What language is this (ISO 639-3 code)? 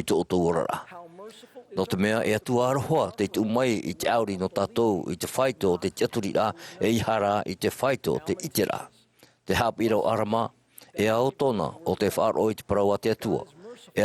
tah